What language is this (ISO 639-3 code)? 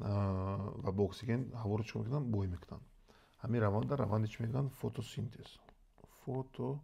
tgk